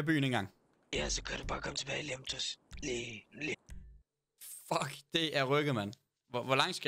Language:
Danish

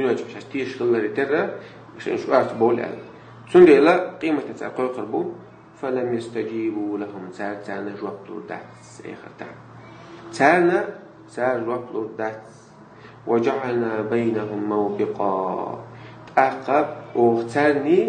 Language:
Chechen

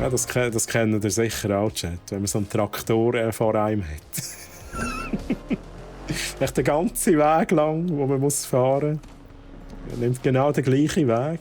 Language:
Swiss German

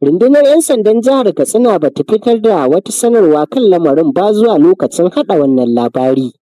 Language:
Hausa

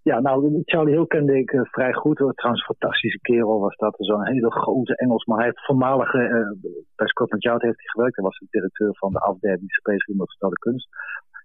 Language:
Dutch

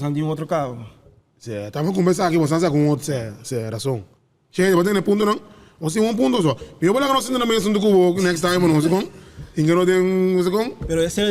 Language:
Papiamento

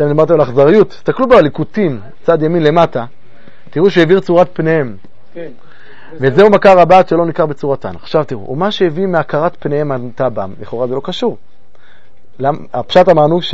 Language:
Hebrew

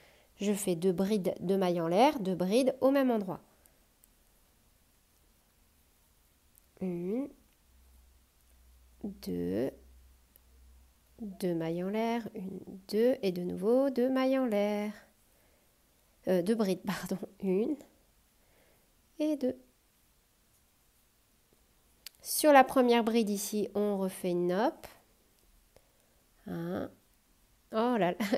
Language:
French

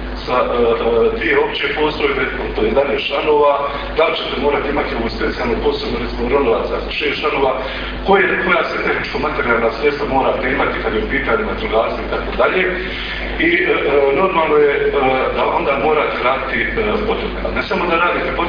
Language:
Croatian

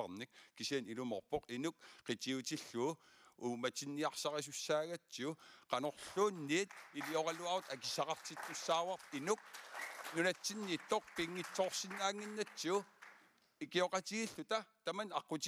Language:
Kalaallisut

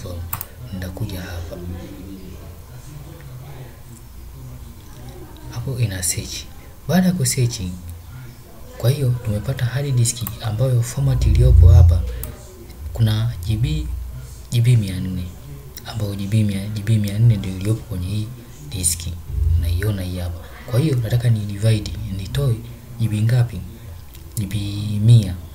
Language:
Swahili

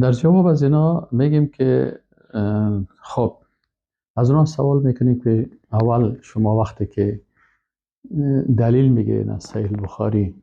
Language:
Persian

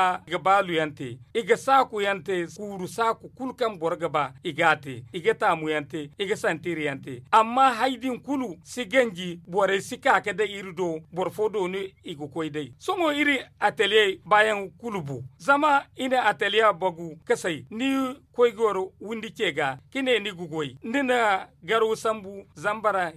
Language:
Zarma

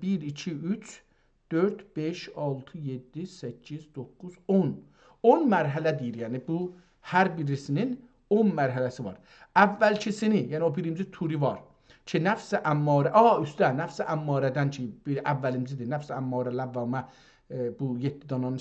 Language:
South Azerbaijani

